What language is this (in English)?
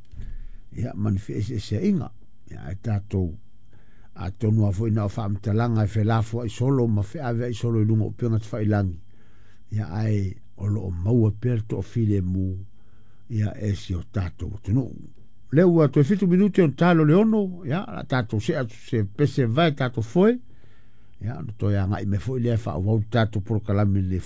Samoan